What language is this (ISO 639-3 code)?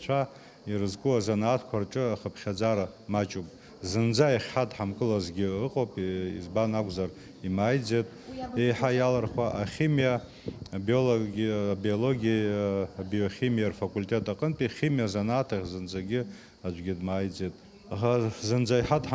abk